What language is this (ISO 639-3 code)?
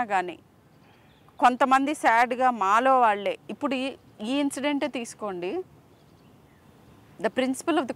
tel